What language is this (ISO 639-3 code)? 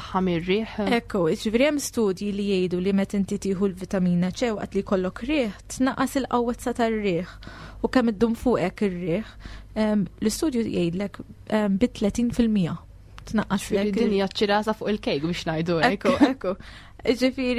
mlt